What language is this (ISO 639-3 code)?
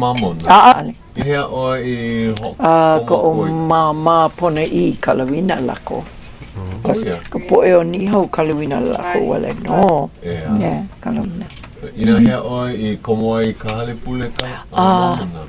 haw